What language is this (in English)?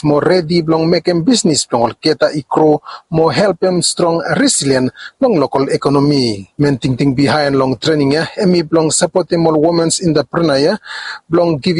Bislama